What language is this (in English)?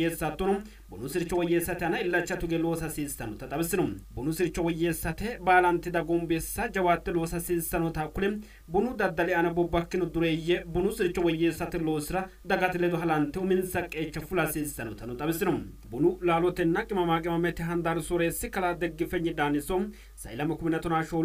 Sidamo